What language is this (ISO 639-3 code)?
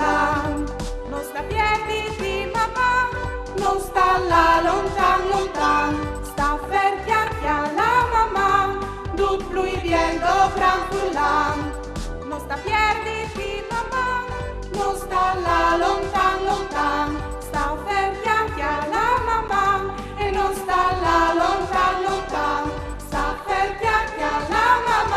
fur